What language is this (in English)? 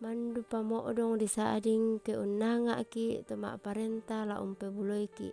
Toraja-Sa'dan